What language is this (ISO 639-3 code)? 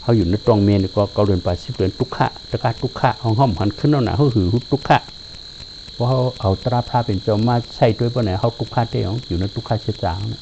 shn